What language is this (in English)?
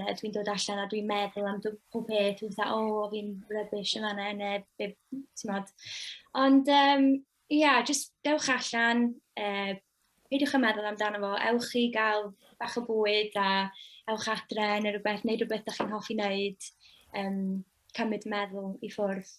Welsh